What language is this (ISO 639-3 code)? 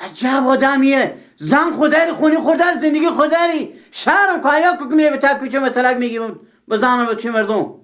fas